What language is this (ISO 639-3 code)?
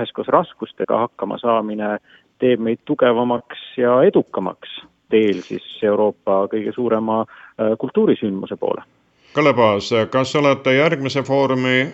est